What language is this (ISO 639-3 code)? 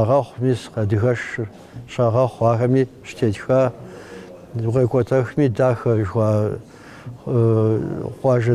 kbd